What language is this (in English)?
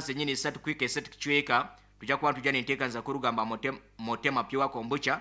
Nyankole